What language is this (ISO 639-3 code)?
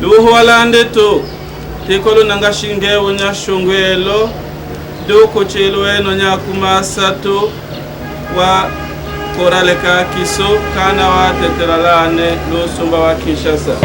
tll